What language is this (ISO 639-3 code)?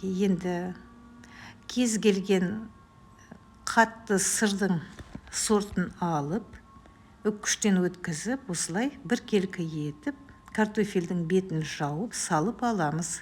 kaz